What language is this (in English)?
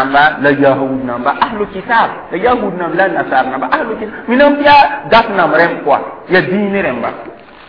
Mossi